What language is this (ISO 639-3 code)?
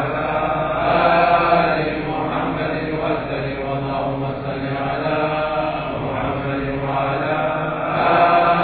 ara